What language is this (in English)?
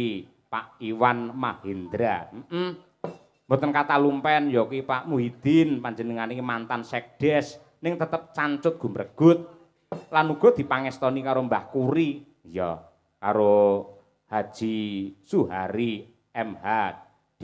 Javanese